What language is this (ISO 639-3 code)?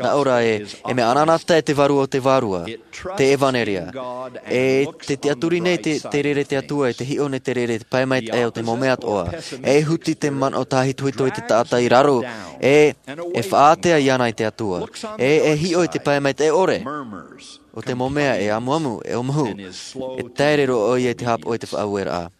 tah